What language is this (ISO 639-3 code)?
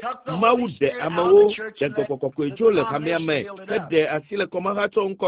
ewe